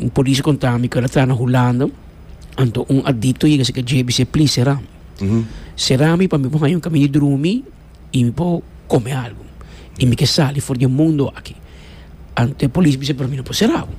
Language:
Papiamento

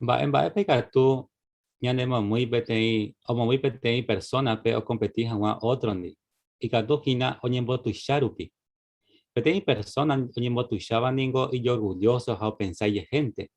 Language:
Guarani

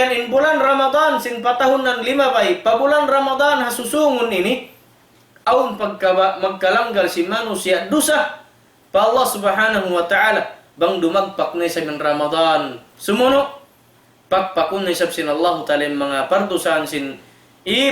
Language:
Tausug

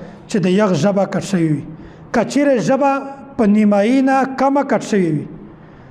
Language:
Pashto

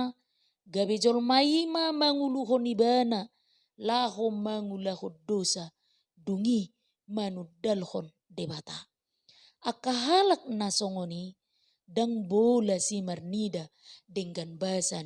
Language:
Batak Toba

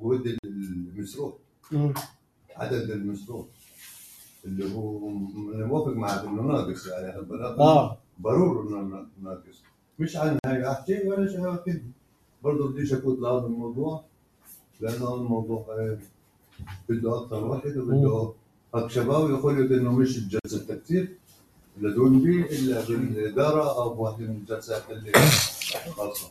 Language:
North Levantine Arabic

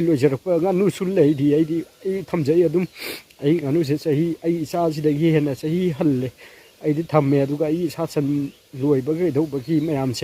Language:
Manipuri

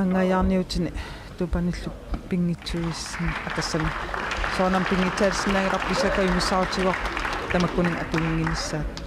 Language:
Kalaallisut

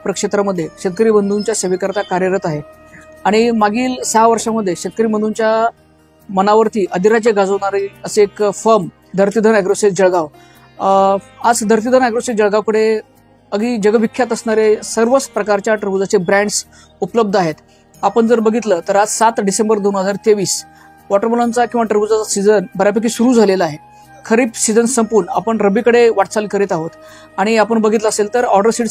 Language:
Marathi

